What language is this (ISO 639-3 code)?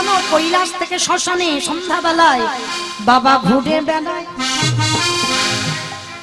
ben